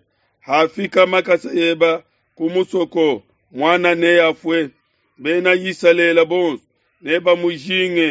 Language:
Luba-Lulua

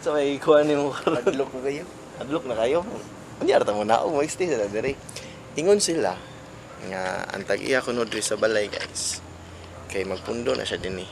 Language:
Cebuano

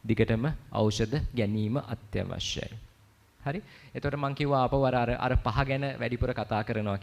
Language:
Sinhala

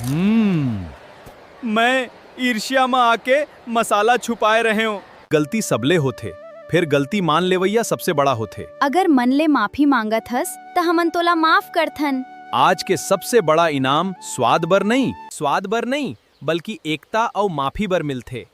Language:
Chhattisgarhi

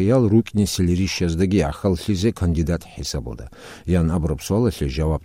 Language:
Avaric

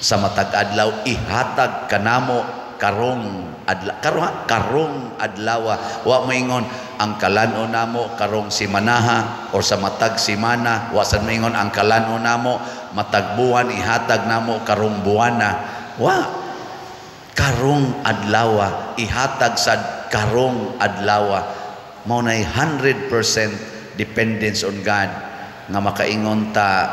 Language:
Cebuano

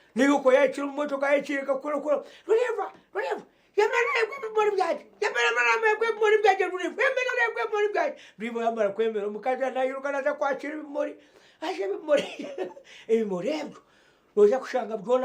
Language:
Nyankole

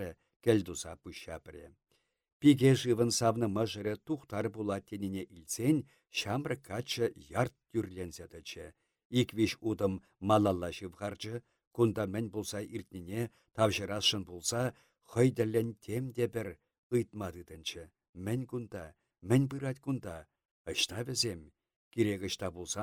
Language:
Chuvash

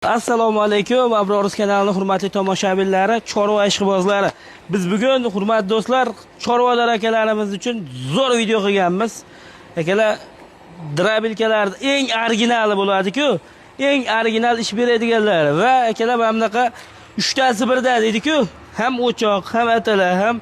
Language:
Uzbek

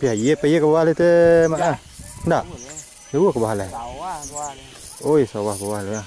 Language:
Minangkabau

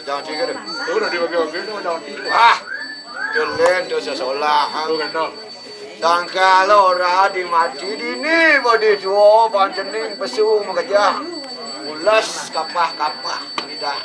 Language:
Balinese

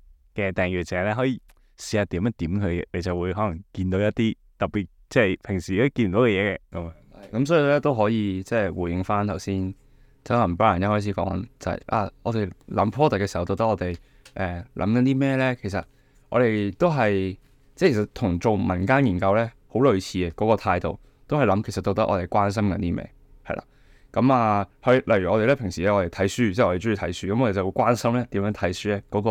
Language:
Cantonese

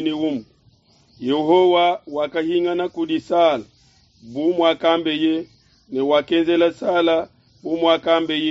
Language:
Luba-Lulua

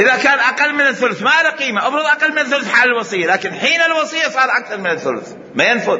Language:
Mesopotamian Arabic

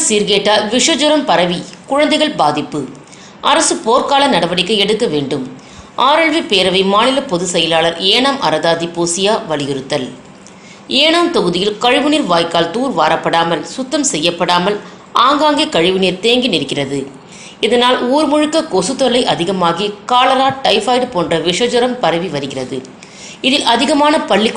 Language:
Tamil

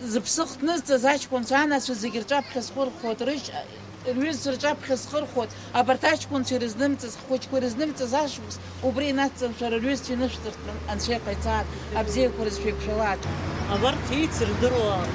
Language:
Abkhazian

